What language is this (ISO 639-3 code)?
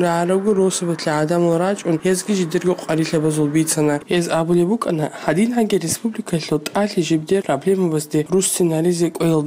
ava